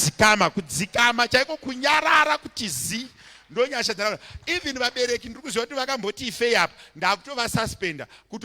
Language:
Shona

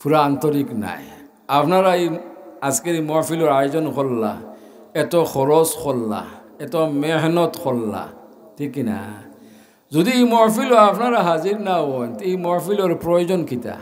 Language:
Sylheti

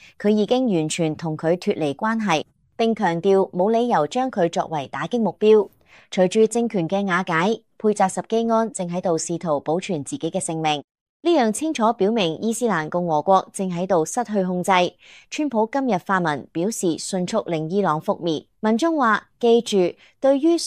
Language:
Cantonese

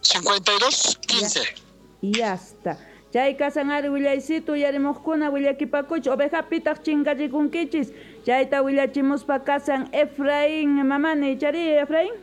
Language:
South Bolivian Quechua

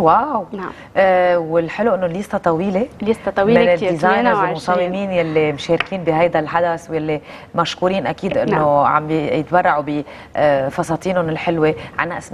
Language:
North Levantine Arabic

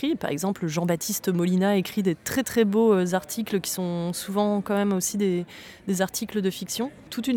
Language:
French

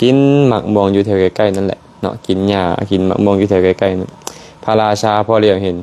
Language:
Lao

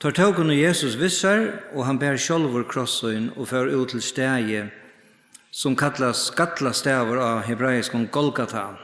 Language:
Faroese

